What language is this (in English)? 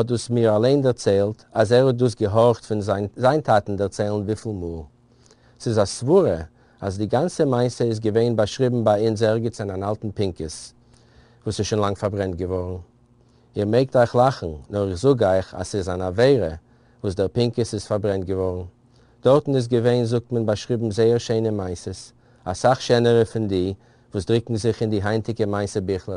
Yiddish